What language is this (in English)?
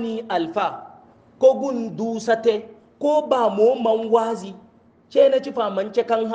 Hausa